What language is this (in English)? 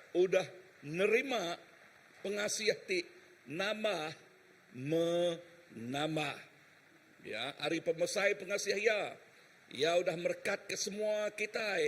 Iban